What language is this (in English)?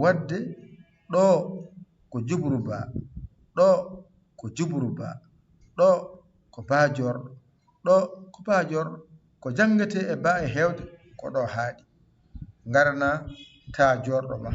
Fula